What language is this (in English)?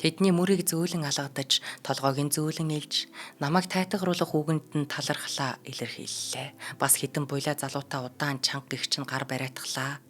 Mongolian